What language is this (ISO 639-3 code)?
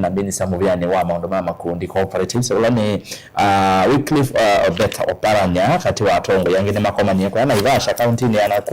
kam